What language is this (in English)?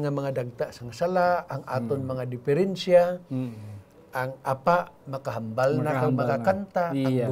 Hiligaynon